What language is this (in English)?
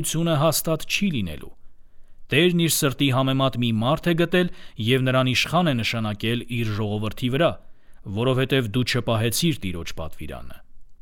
Armenian